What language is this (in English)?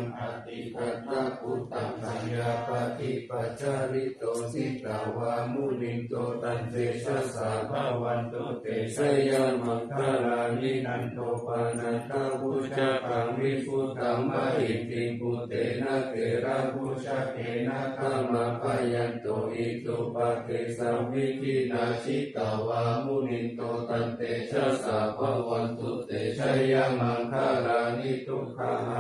Pali